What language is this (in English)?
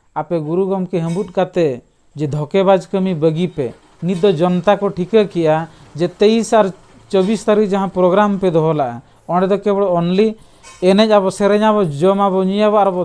Santali